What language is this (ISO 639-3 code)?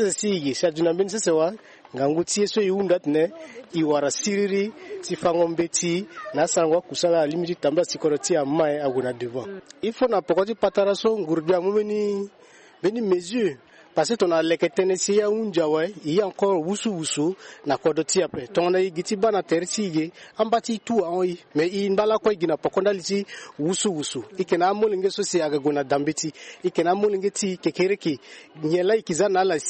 sag